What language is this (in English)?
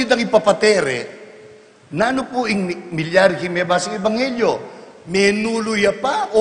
Pampanga